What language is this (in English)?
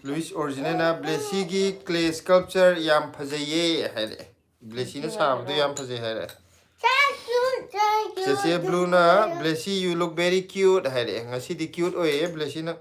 Manipuri